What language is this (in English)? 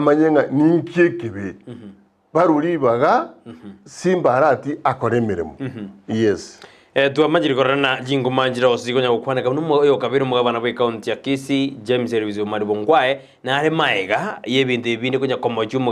Gusii